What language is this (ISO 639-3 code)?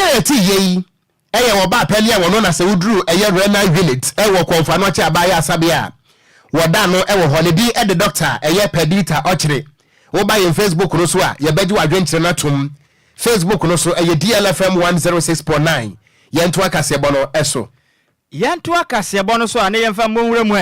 aka